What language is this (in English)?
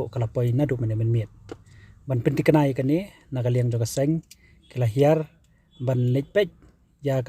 Khasi